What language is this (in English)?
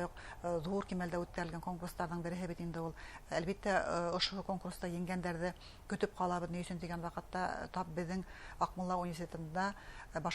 Bashkir